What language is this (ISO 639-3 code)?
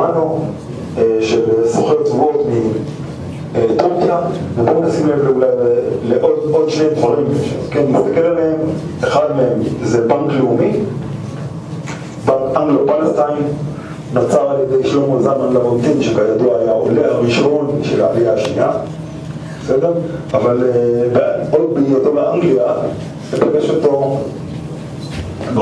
heb